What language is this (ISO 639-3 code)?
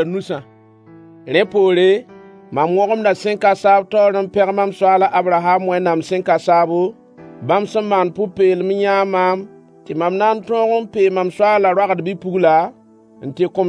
mos